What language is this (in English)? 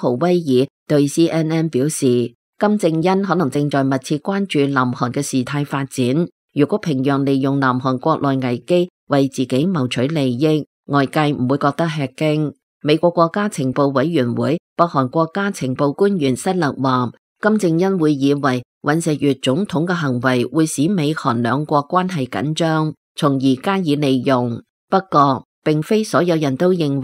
Cantonese